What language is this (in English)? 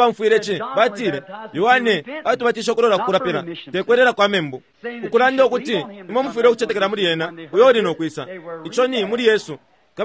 Bemba